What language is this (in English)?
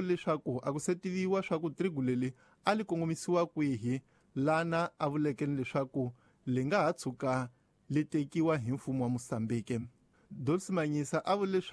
Tsonga